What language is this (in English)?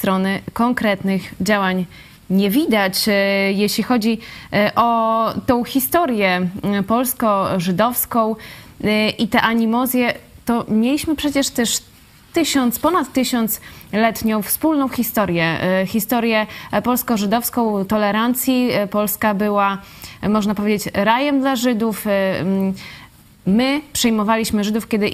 Polish